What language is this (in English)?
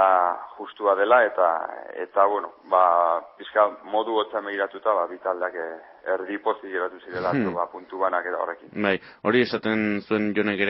Basque